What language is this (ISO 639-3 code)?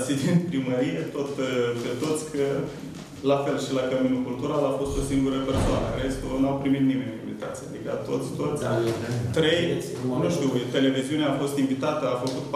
ron